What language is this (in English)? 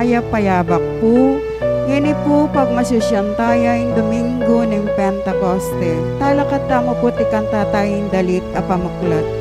Pampanga